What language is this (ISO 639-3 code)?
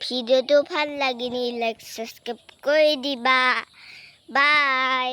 asm